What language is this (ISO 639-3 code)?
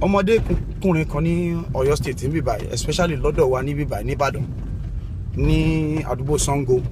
yor